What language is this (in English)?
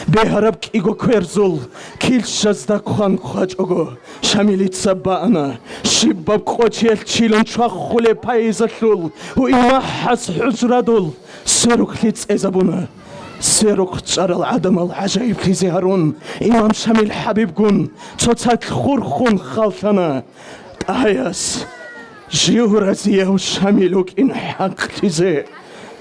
Avaric